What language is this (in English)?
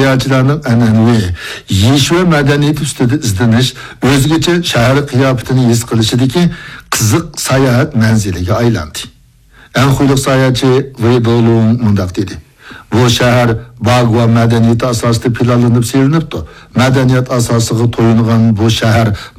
Uyghur